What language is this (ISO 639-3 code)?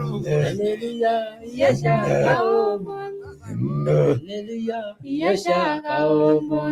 mas